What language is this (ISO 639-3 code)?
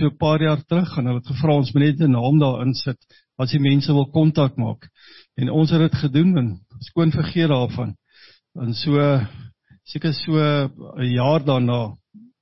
afr